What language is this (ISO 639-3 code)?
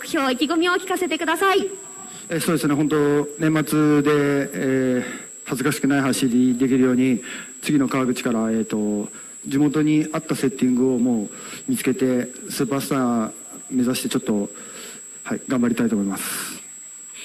jpn